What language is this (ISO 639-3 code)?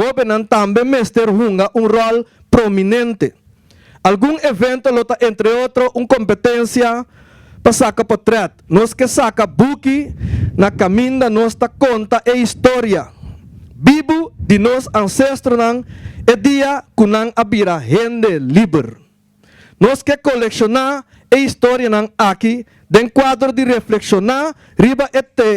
pap